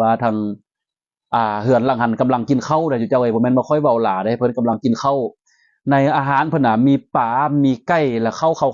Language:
Lao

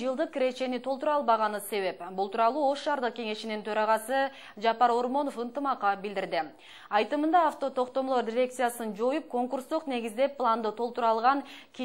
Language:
Kyrgyz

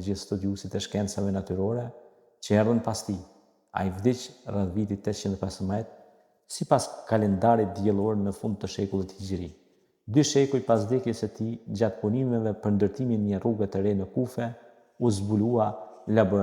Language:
Albanian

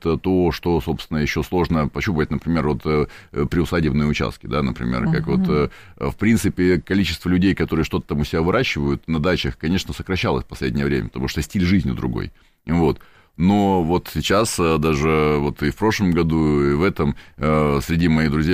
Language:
Russian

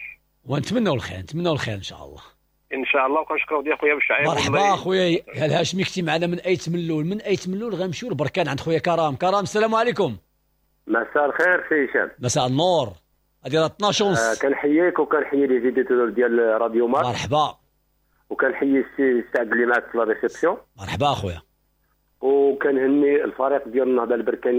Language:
Moroccan Arabic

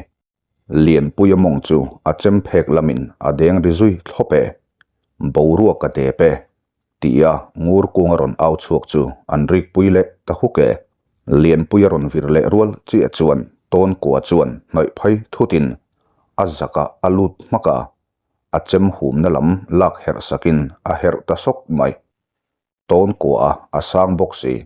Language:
Mizo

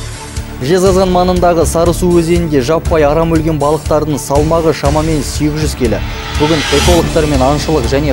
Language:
Kazakh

